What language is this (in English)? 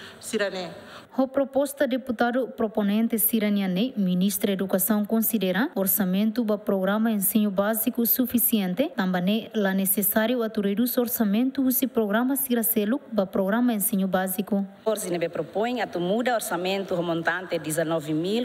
Tetum